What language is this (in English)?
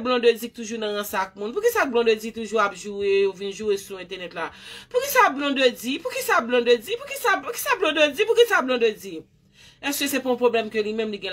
Haitian Creole